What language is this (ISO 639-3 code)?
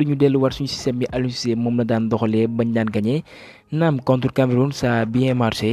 wol